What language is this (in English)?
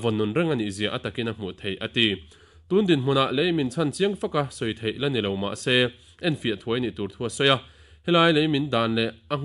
Mizo